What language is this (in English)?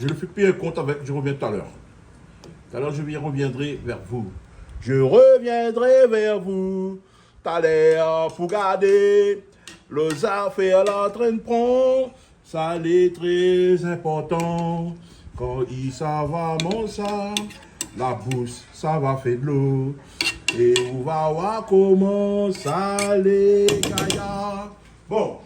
Réunion Creole French